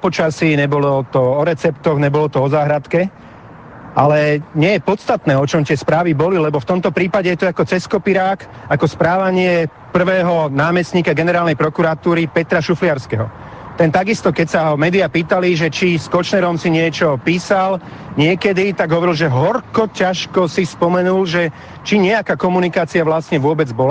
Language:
Slovak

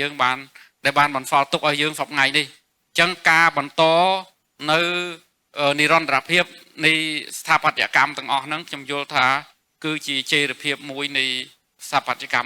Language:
Khmer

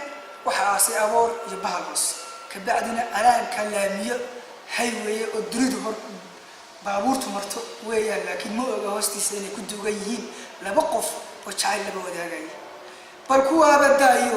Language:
Somali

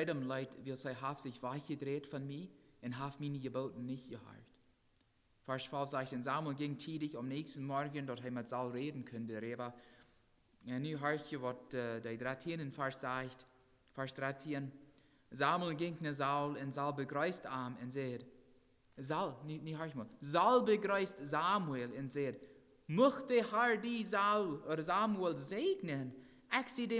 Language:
Plautdietsch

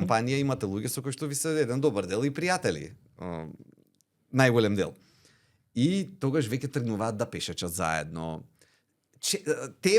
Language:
Macedonian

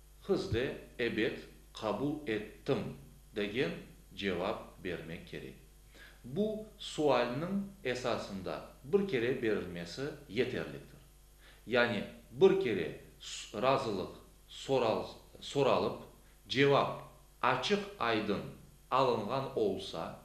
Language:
Crimean Tatar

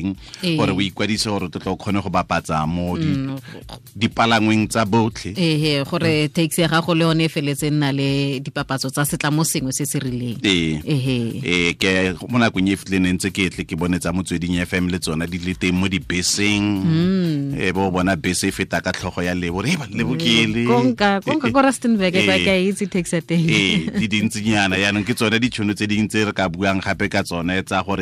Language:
Tswana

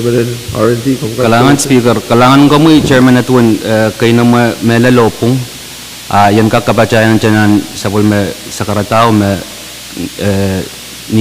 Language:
Pohnpeian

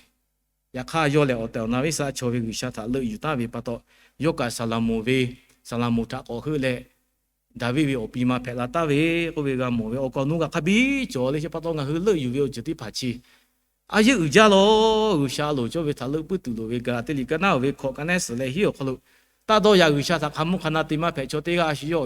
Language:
Lahu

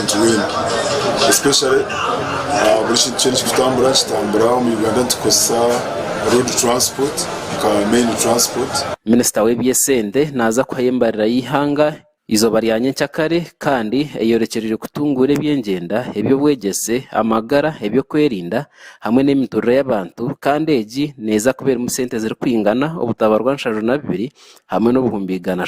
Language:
Nyankole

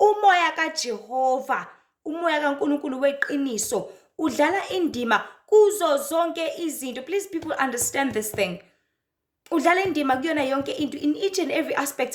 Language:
Zulu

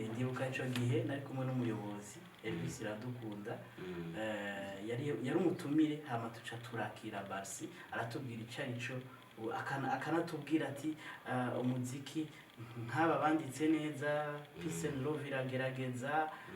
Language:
Rundi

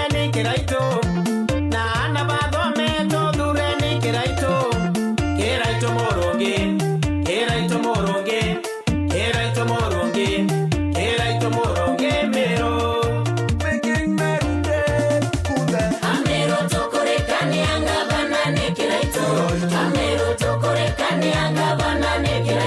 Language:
Meru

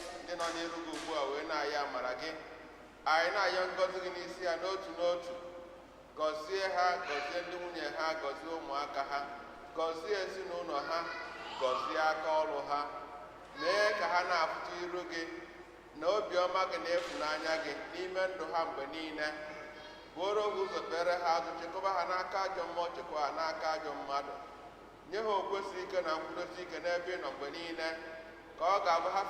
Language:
Igbo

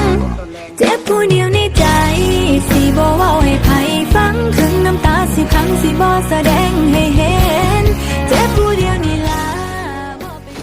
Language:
Lao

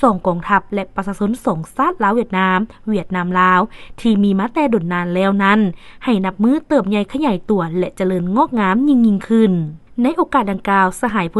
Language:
Lao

